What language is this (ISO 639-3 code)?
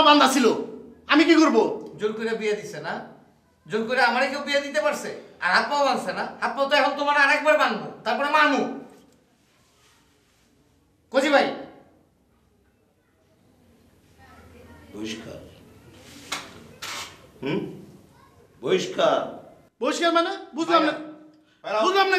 ben